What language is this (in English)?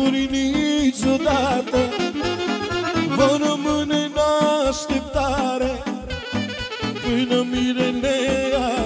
Romanian